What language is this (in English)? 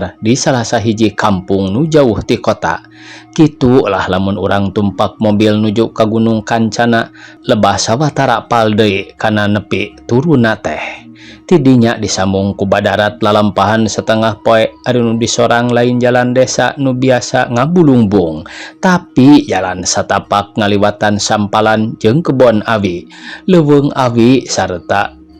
Sundanese